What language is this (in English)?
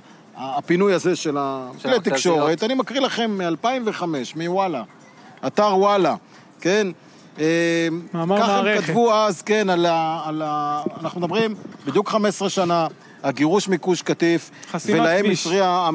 Hebrew